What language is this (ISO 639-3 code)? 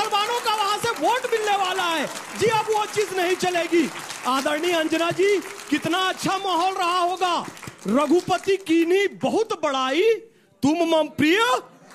hin